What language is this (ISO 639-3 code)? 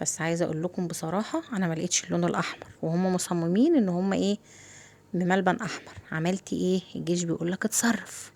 arz